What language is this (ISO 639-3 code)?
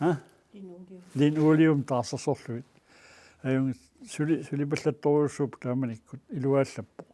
kal